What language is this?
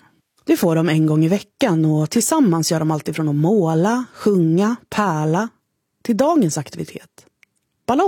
Swedish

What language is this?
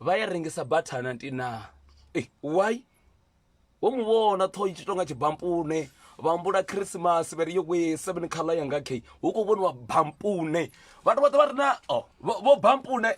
Venda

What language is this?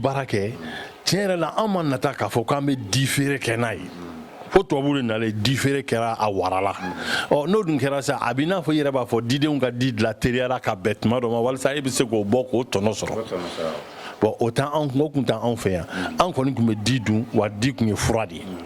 Bambara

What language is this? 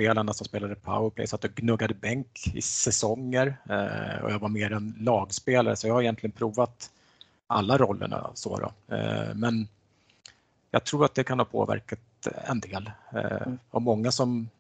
Swedish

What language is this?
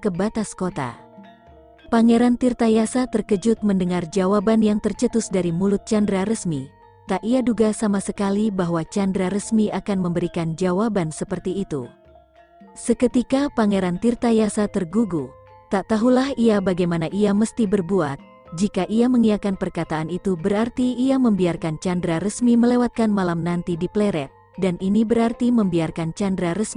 Indonesian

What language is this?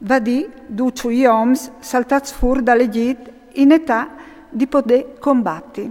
Friulian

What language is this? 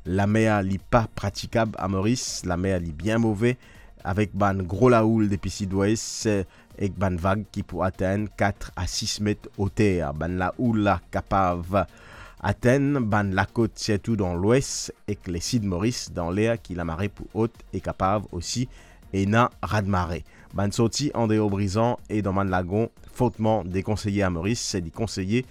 Morisyen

